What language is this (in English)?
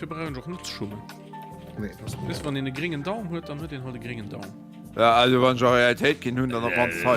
Luxembourgish